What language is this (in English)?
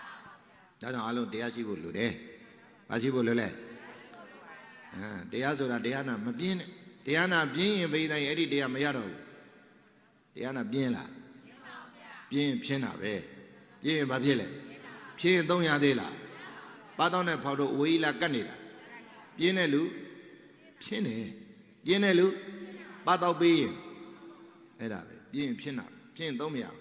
Burmese